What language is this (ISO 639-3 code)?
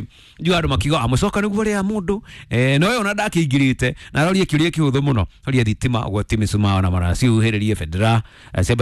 kik